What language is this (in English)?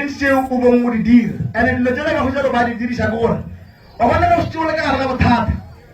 Northern Sotho